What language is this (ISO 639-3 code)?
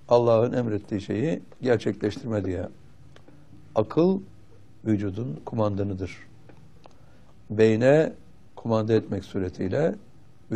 tur